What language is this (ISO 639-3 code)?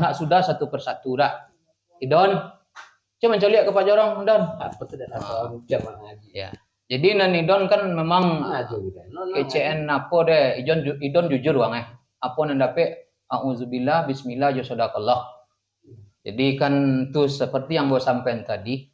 min